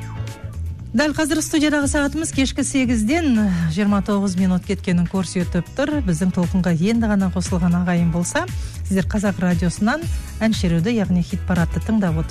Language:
Kazakh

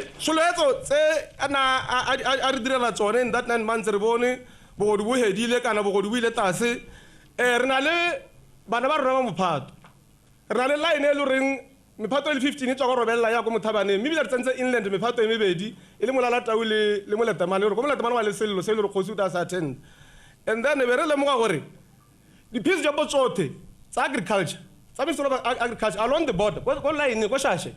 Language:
Tswana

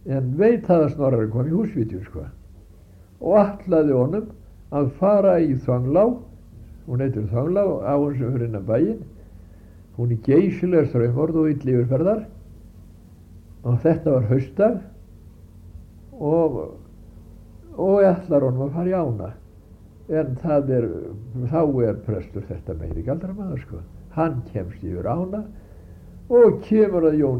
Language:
Icelandic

